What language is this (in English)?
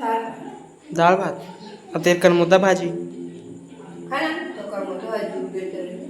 Chhattisgarhi